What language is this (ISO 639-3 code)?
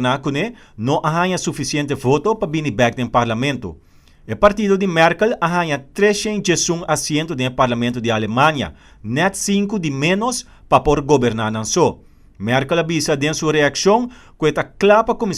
pap